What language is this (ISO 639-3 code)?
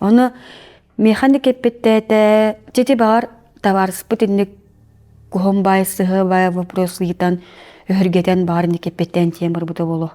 sah